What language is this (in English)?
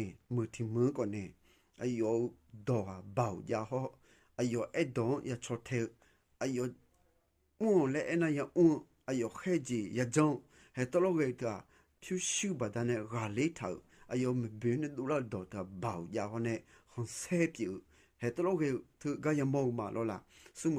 Akha